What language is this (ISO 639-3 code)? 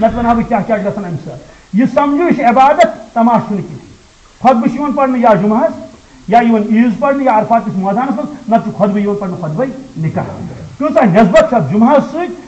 kas